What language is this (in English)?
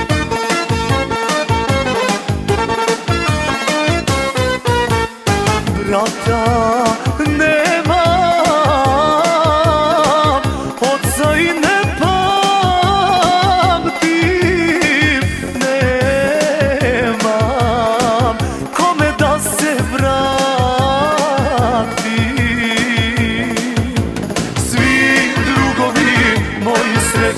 Croatian